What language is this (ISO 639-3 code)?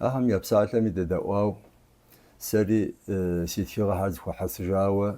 kbd